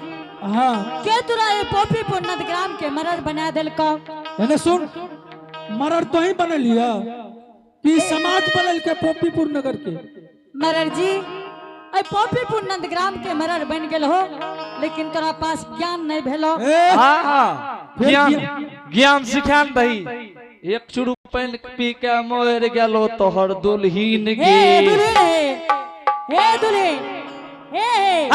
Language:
Angika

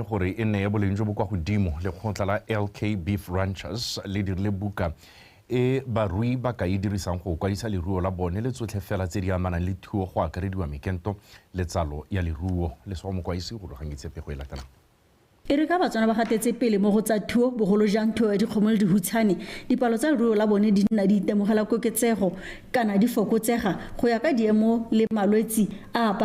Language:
Tswana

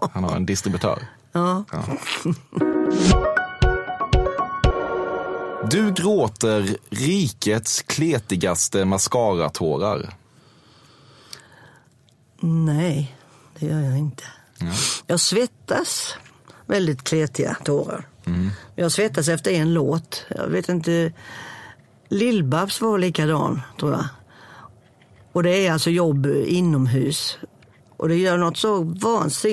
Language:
Swedish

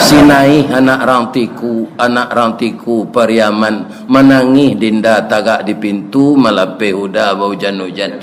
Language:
Minangkabau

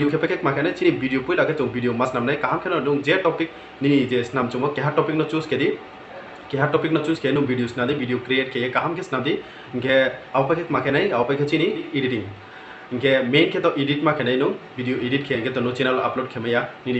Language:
Riang (India)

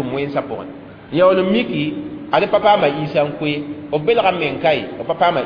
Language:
Mossi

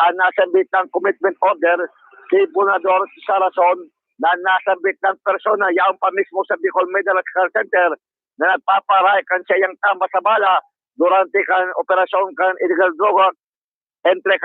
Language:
Bikol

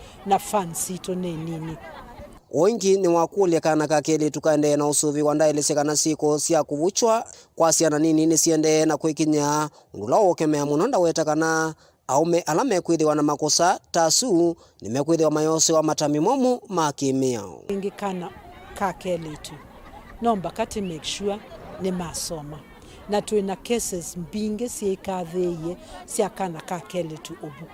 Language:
Kamba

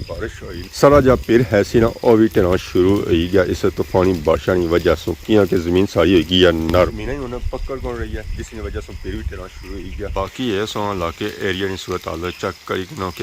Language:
Pahari-Potwari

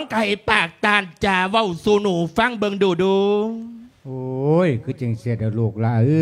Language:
Lao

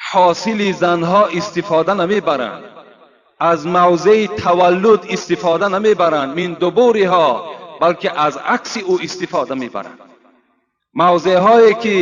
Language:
Tajik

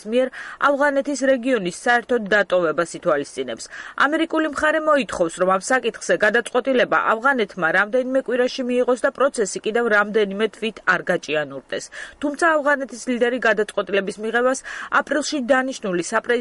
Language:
Georgian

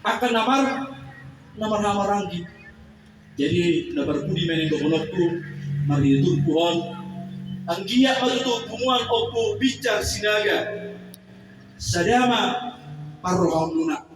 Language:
Batak Toba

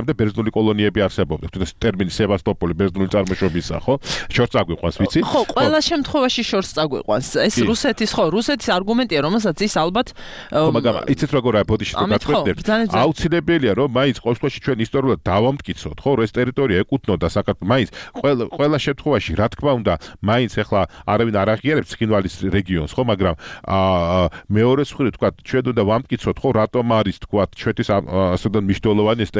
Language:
Georgian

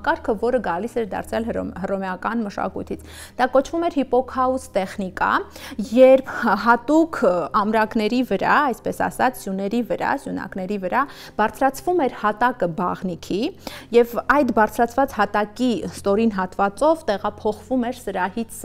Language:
Armenian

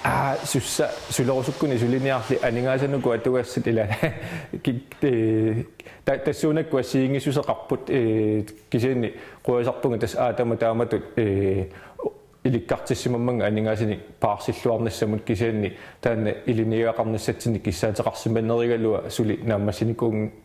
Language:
Kalaallisut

